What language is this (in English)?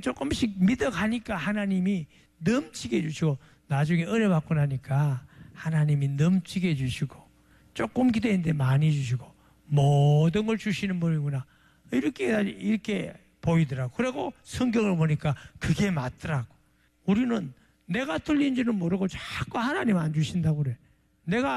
Korean